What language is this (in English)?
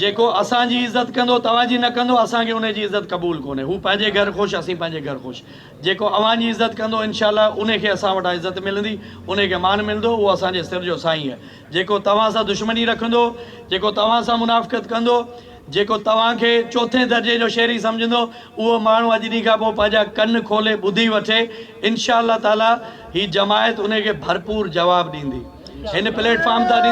Sindhi